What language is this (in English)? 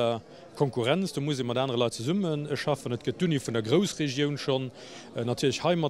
Luxembourgish